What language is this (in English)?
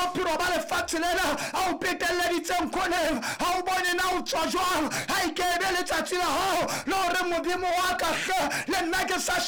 Southern Sotho